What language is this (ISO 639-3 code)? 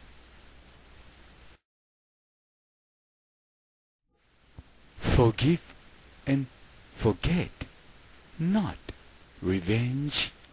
jpn